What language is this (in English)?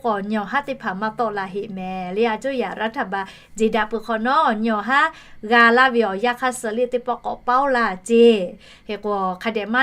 Lahu